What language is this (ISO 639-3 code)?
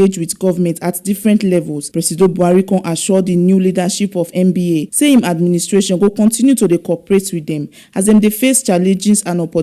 pcm